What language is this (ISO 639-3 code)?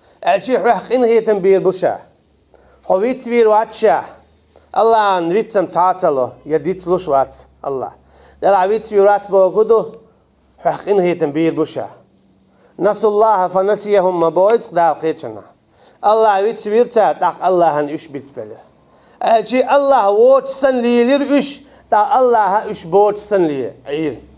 che